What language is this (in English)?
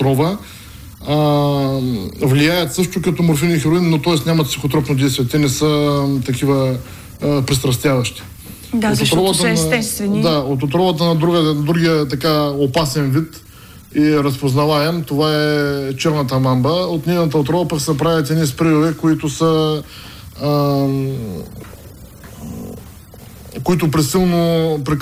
Bulgarian